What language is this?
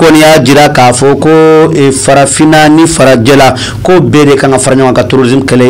Bambara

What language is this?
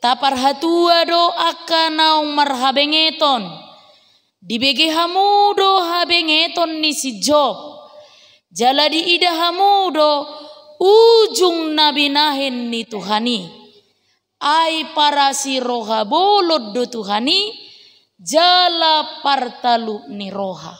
Batak Toba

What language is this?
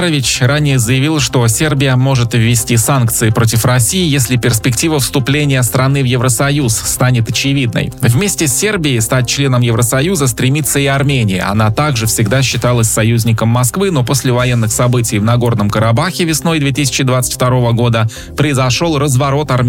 Russian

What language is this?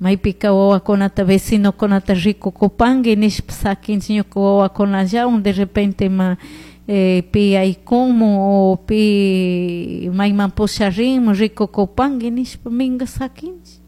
Chimborazo Highland Quichua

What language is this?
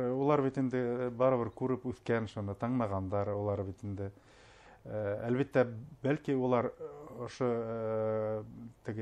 Bashkir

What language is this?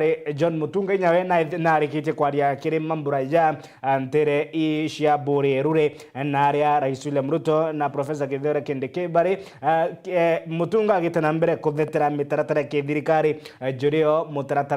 Meru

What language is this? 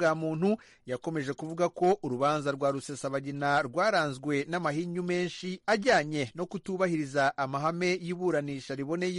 Kinyarwanda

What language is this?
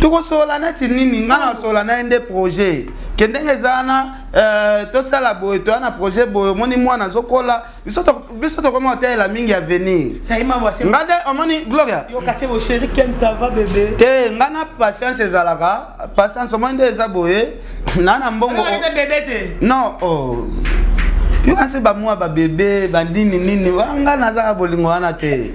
Lingala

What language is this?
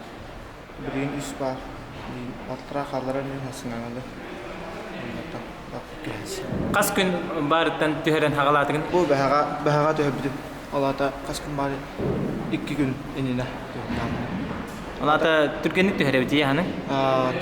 Yakut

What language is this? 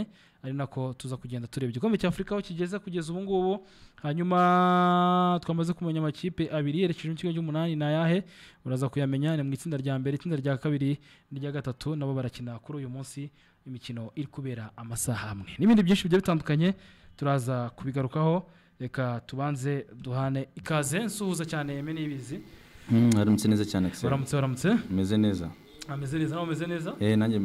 Kinyarwanda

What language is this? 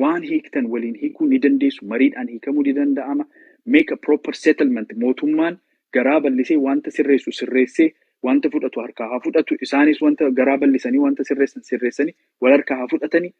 Oromo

